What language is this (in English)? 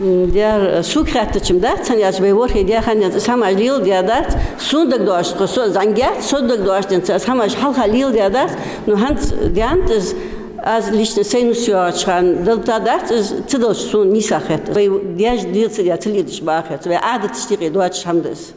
Ingush